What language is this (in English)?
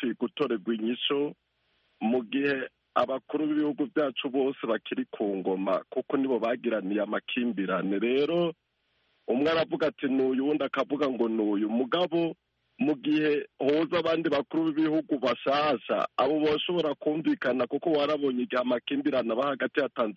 Kinyarwanda